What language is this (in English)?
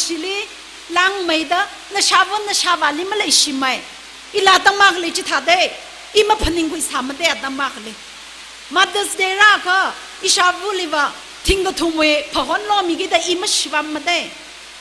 Tangkhul Naga (India)